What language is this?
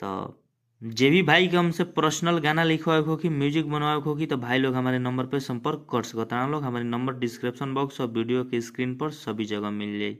Bhojpuri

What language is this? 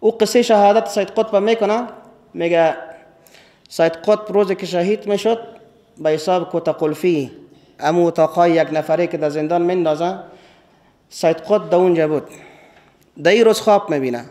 Persian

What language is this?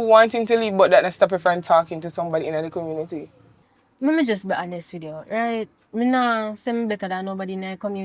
Jamaican Creole English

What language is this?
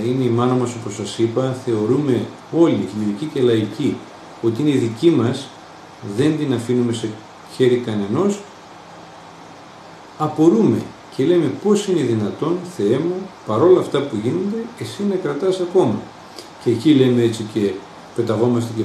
Greek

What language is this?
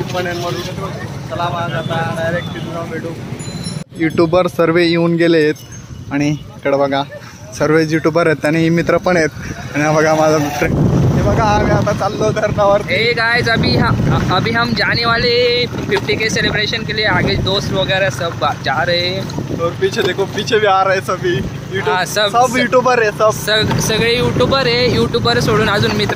Marathi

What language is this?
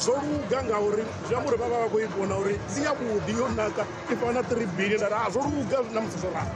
Venda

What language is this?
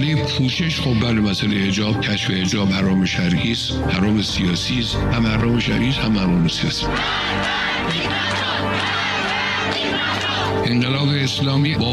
Persian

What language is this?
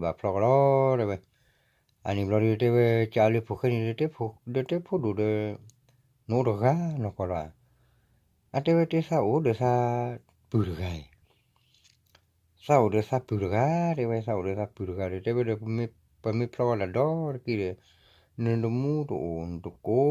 S'gaw Karen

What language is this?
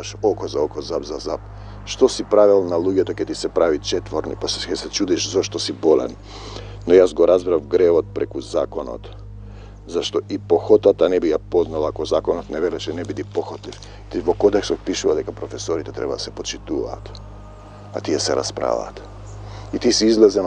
Macedonian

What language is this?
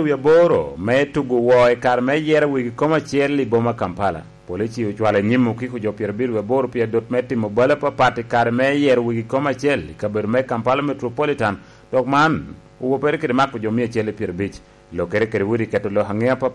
Lango (Uganda)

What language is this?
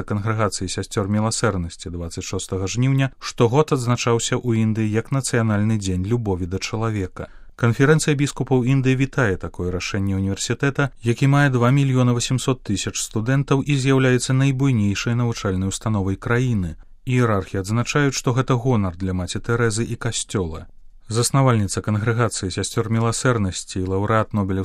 Belarusian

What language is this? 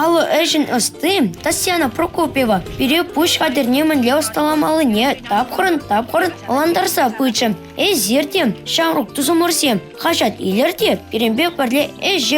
Chuvash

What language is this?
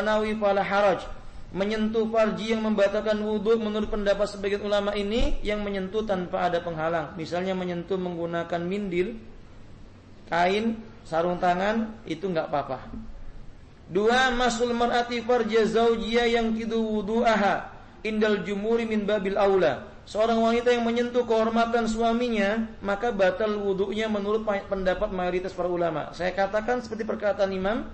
Indonesian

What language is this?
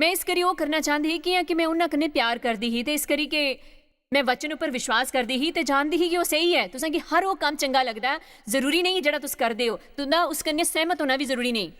Dogri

